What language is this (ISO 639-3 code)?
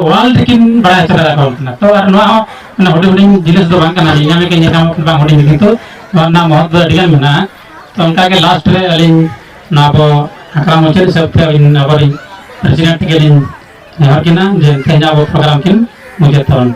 sat